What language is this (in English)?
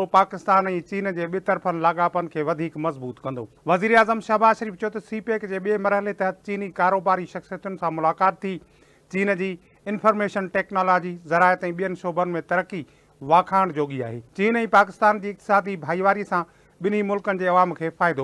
Sindhi